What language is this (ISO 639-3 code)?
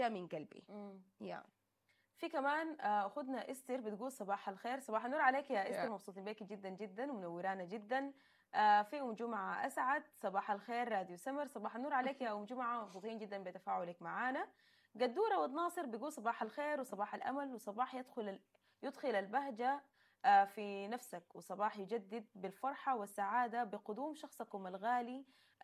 apd